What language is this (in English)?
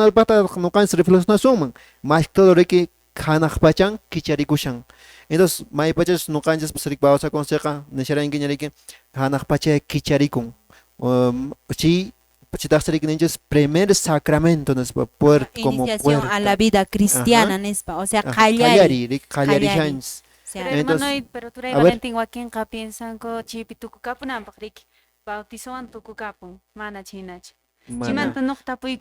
Quechua